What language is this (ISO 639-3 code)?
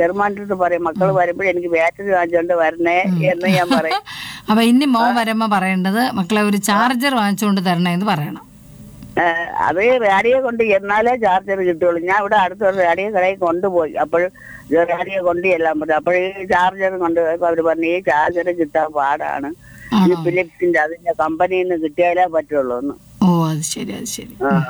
mal